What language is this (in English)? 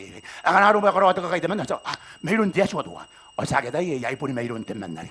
Gilbertese